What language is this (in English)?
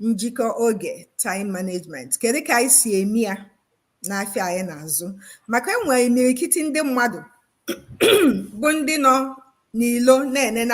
Igbo